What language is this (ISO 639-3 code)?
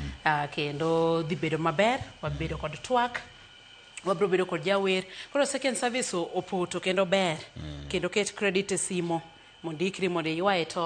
luo